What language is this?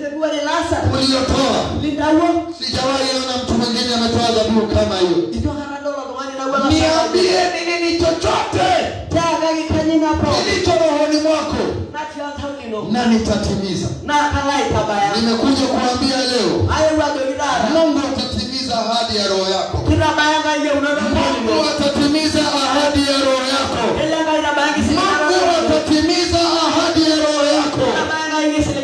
Swahili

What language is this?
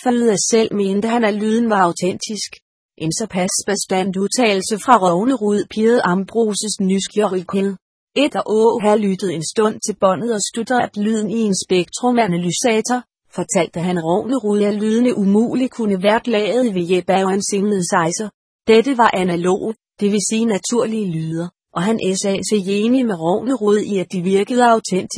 Danish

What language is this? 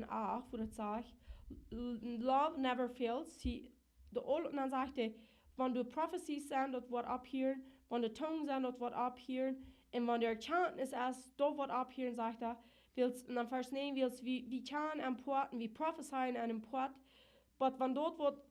Plautdietsch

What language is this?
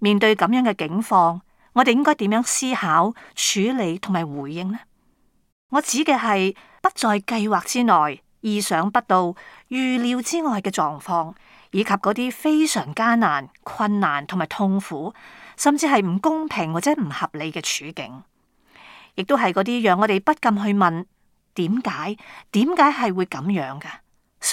Cantonese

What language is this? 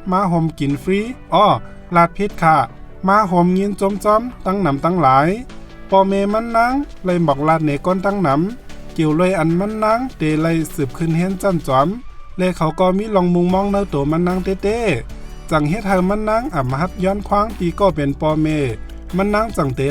Shan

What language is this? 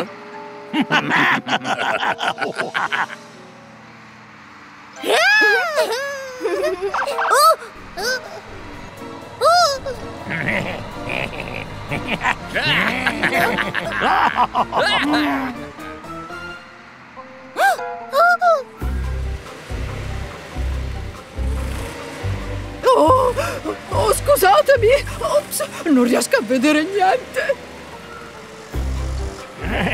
Italian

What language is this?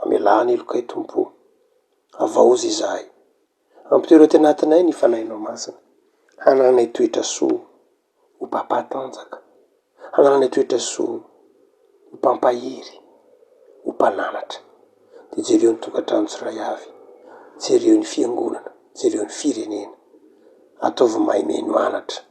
Malagasy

